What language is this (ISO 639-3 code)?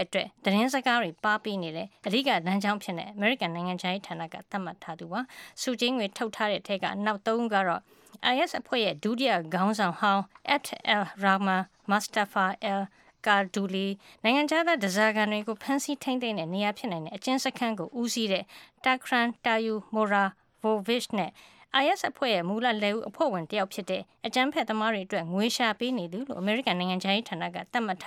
mya